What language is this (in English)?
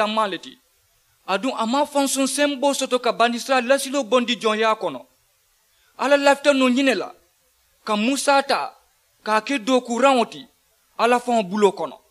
Mandingo